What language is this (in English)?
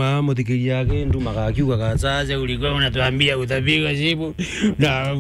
Meru